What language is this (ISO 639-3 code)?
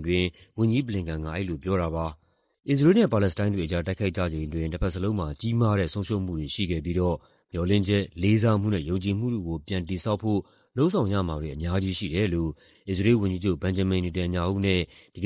mya